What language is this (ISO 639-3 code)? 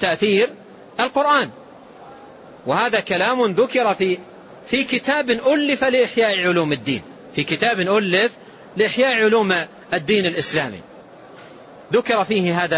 ara